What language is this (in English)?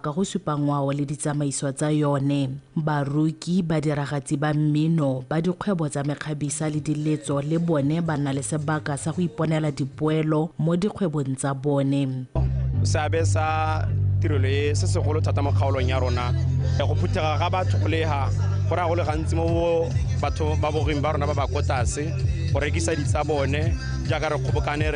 Tswana